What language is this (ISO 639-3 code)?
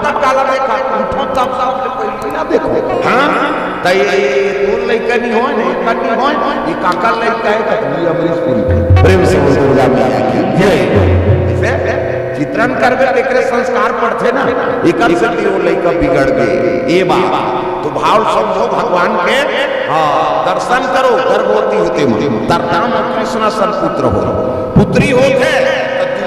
hne